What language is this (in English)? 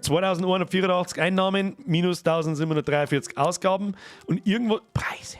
Bavarian